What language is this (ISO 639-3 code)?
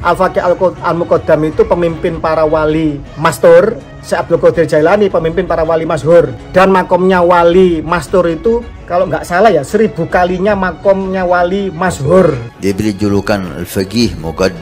ind